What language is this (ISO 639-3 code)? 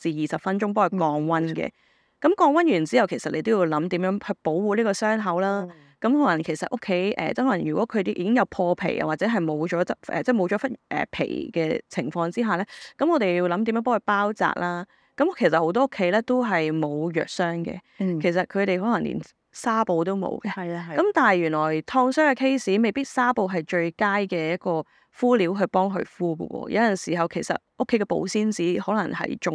yue